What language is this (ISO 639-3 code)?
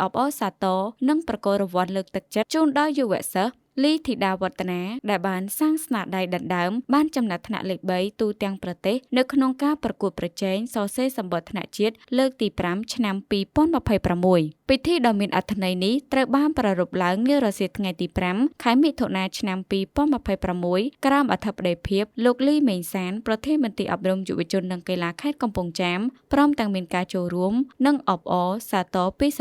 khm